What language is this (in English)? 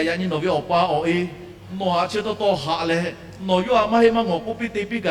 Lahu